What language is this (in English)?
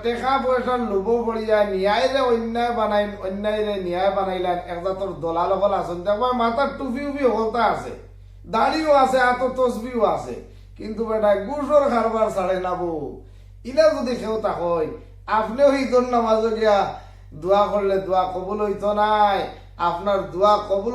Sylheti